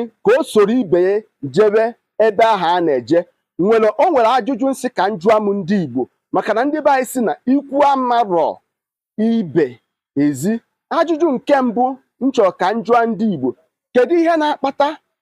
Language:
Igbo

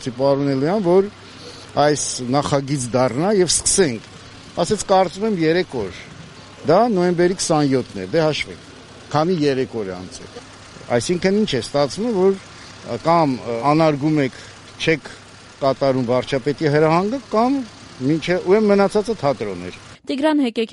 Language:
Armenian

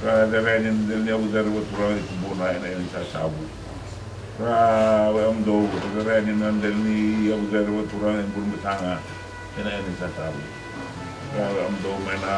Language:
Fijian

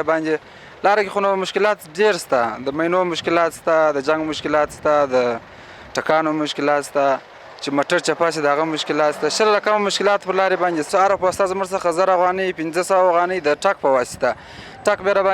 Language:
Pashto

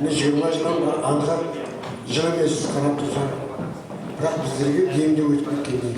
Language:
Kara-Kalpak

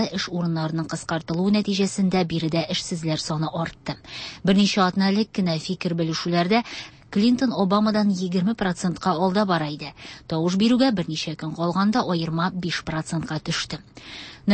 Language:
Tatar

